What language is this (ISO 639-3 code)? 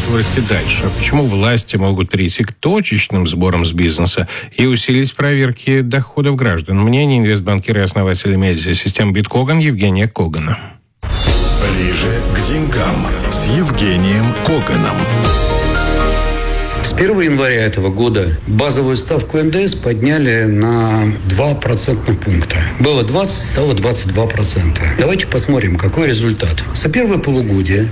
rus